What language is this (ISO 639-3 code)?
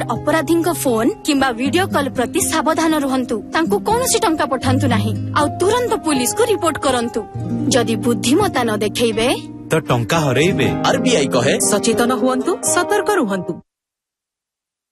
ori